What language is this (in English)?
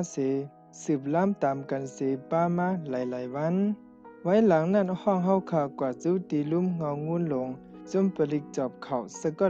Shan